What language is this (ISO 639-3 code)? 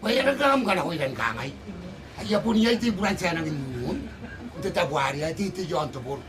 gil